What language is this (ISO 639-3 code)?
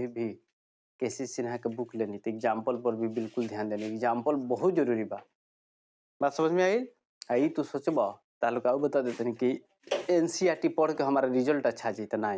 bho